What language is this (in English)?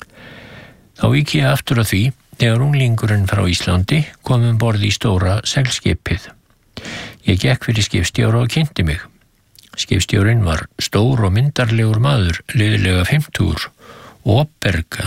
Icelandic